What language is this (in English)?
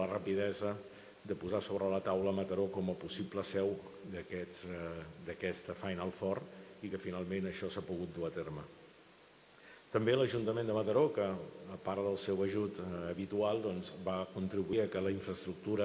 Catalan